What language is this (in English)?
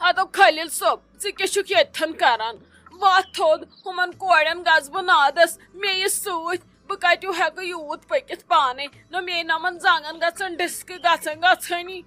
Kashmiri